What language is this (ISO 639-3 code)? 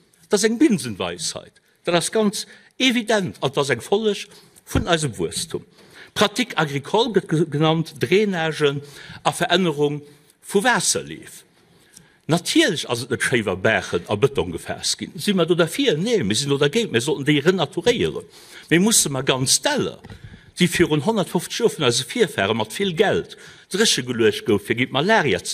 ltz